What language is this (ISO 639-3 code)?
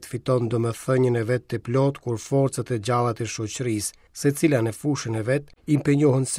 sqi